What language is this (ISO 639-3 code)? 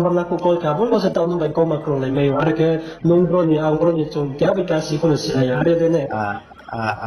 ria